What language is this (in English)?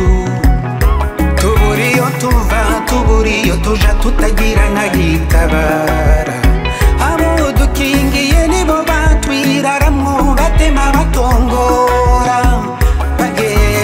Rundi